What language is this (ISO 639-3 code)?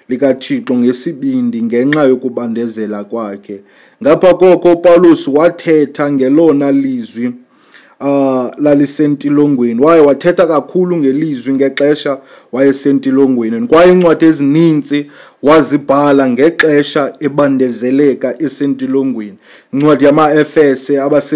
xho